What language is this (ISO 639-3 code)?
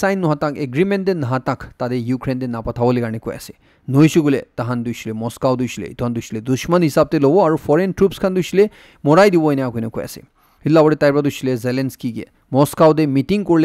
nag